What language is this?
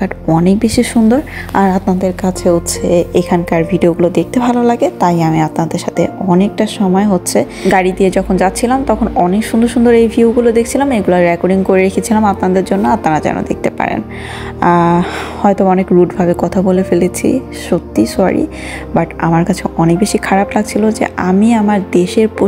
Bangla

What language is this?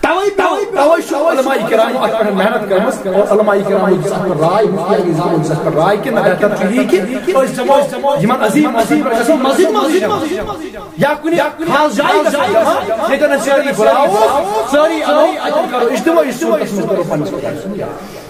Kashmiri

